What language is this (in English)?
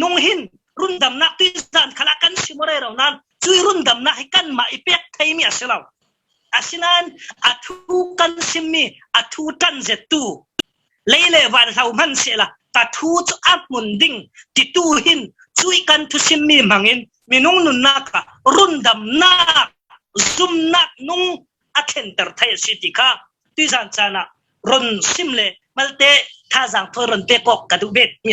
Falam Chin